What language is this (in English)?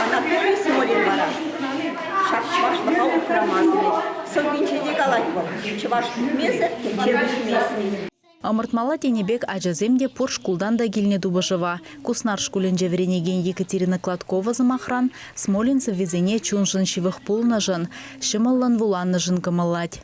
Chuvash